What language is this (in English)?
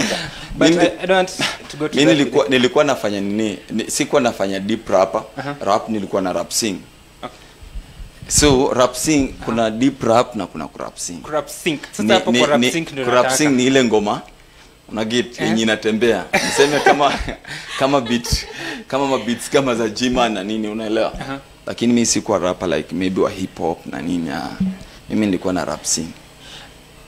Swahili